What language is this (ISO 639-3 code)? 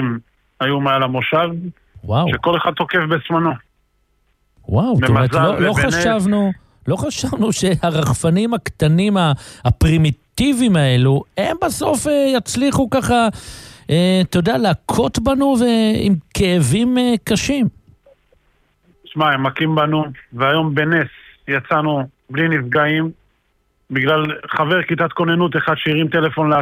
heb